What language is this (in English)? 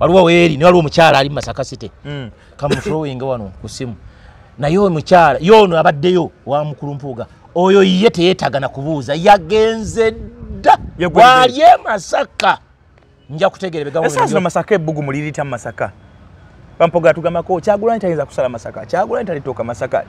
Ganda